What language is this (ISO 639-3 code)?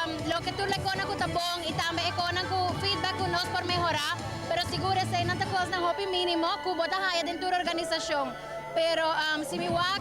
pap